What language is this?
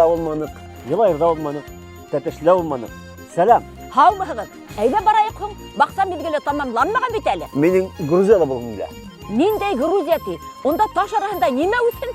Bashkir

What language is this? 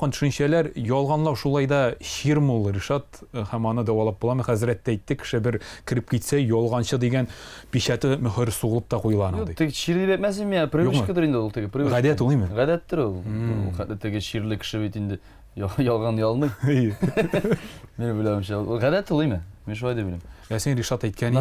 Tatar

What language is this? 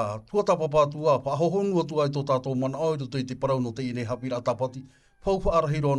Tahitian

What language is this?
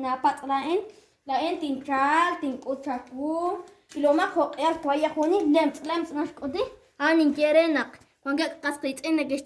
Kekchí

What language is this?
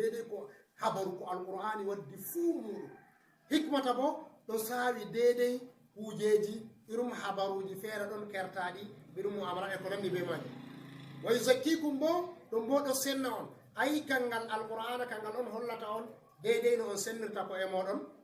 Fula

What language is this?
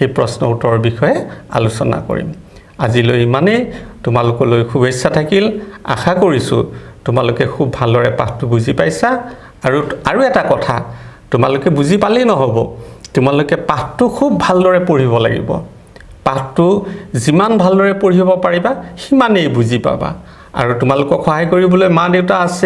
Assamese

